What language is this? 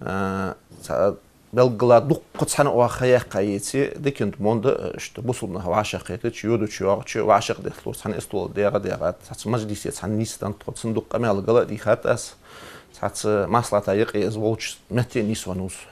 Ingush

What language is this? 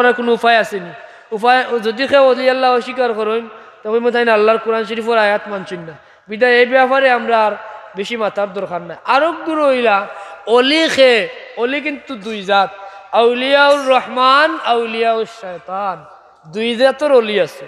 Sylheti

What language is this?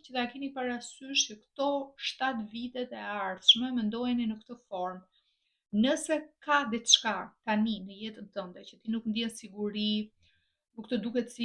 Albanian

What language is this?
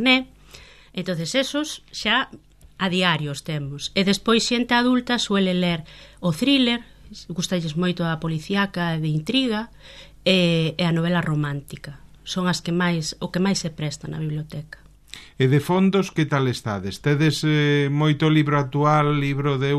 Galician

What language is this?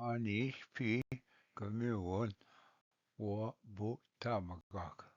Ojibwa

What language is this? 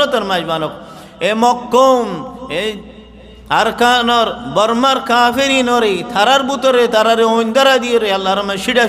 Rohingya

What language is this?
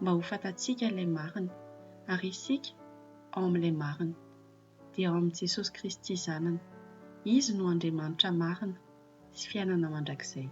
Malagasy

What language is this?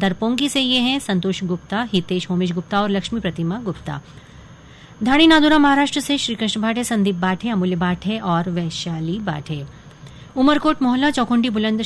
Hindi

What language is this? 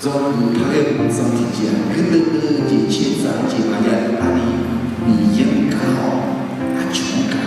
Akha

